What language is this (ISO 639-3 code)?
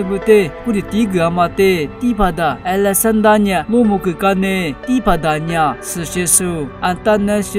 lis